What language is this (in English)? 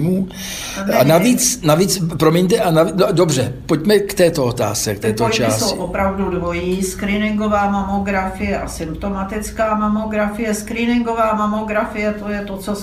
Czech